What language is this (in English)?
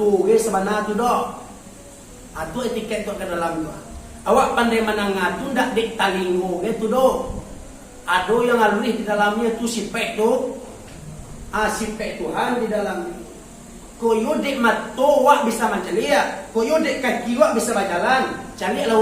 Minangkabau